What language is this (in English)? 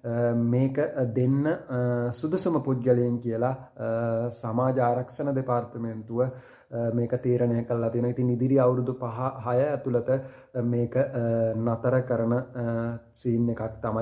Sinhala